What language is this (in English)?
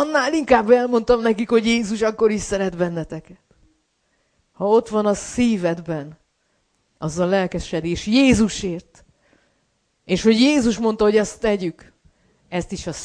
Hungarian